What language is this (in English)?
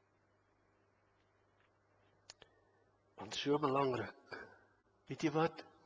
Afrikaans